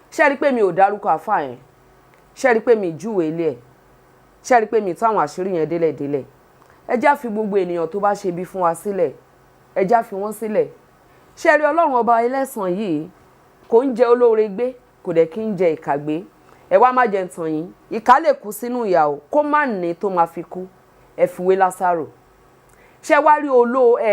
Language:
Yoruba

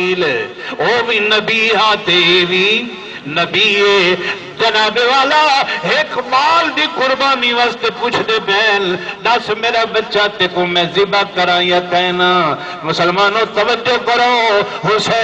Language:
Saraiki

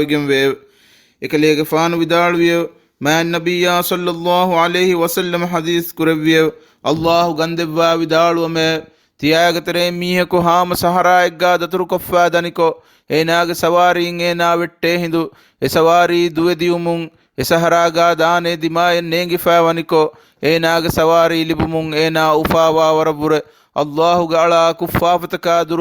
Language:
Divehi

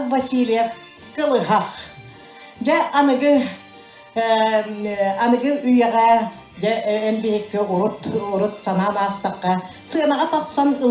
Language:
Yakut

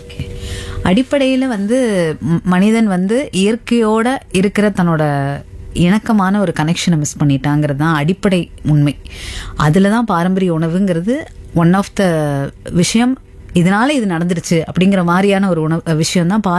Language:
Tamil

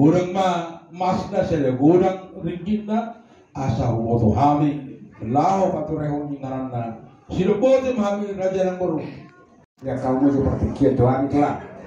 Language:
Batak Toba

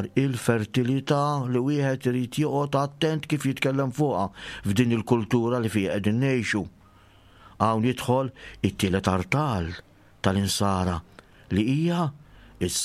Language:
Maltese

